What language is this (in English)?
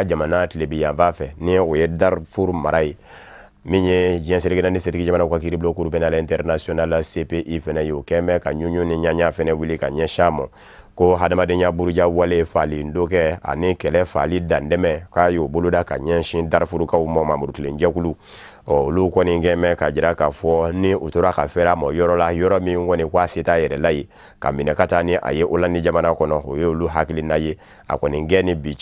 Bambara